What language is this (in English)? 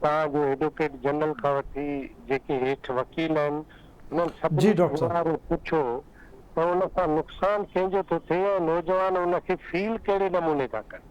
Sindhi